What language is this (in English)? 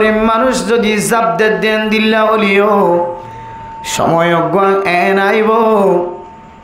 Rohingya